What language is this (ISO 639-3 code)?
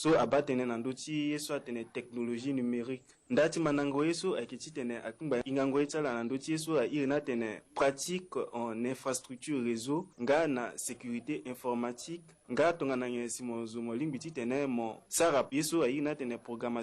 sag